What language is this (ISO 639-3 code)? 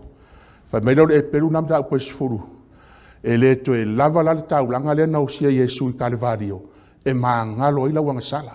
smo